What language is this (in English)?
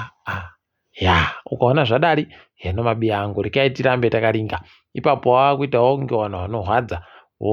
Ndau